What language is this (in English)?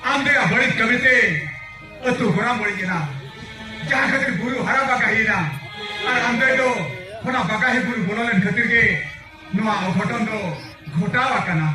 Santali